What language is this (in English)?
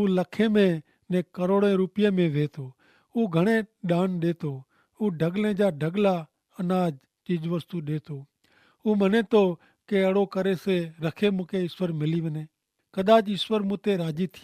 Kachhi